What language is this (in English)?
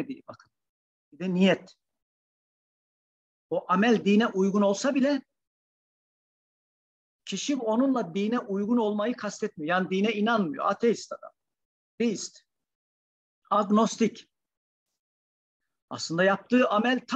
Turkish